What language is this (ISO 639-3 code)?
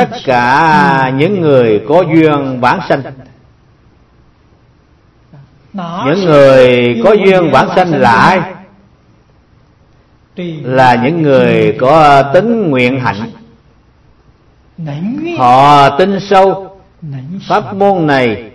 vie